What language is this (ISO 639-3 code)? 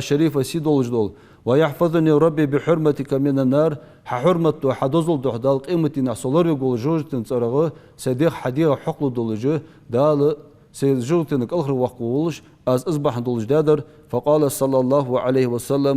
inh